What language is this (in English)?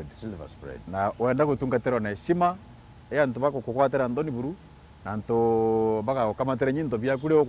Meru